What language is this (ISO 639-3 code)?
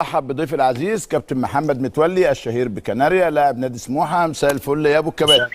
arz